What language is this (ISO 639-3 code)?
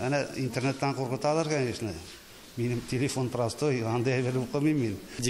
tat